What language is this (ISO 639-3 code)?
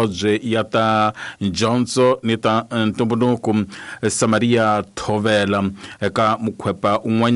tso